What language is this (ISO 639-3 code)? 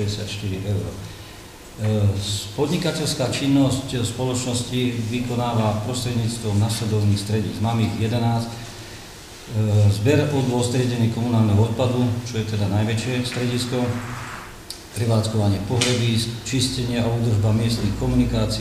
slk